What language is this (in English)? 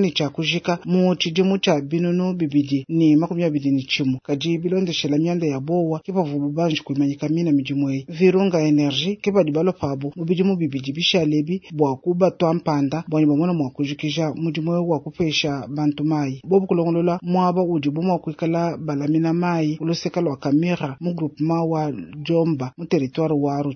Luba-Lulua